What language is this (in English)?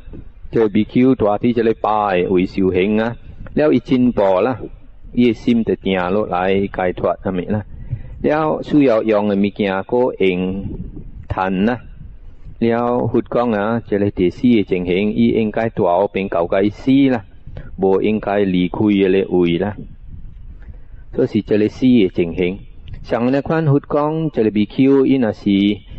Min Nan Chinese